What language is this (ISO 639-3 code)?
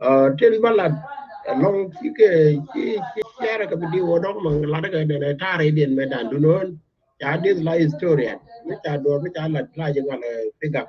nus